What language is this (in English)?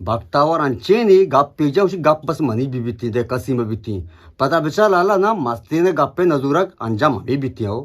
Eastern Balochi